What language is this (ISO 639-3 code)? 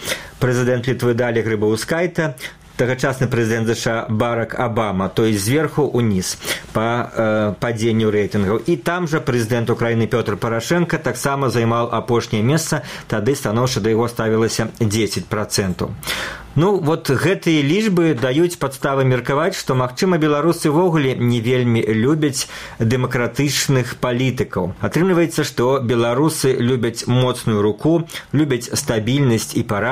bel